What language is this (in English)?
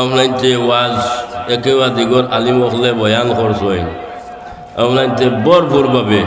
Sylheti